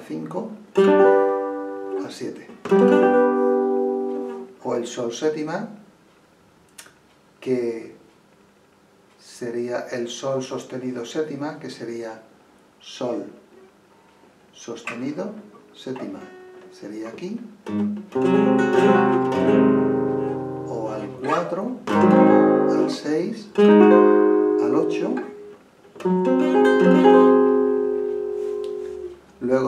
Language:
Spanish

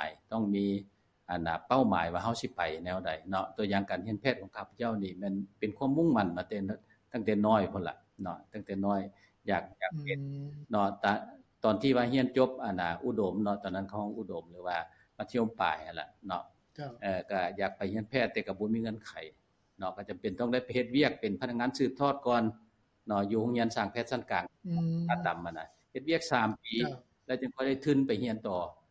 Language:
Lao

